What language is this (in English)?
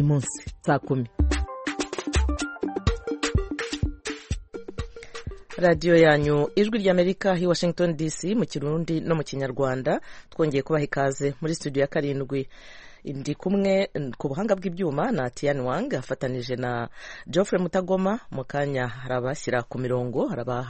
Kinyarwanda